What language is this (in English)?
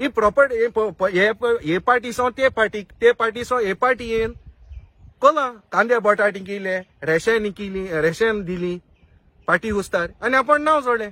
Konkani